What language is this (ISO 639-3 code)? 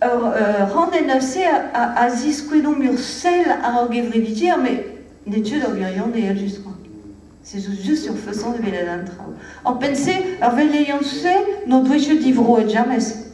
bre